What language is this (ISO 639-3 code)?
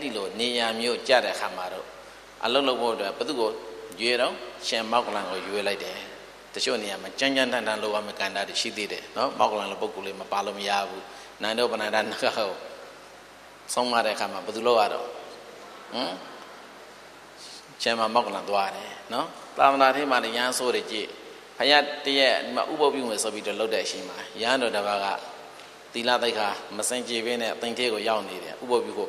mya